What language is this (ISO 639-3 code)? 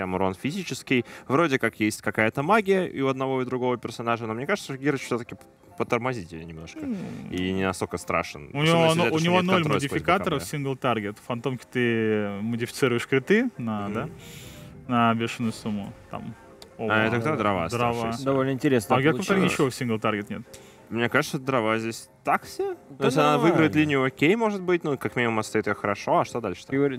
rus